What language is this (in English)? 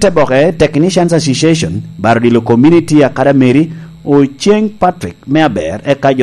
Lango (Uganda)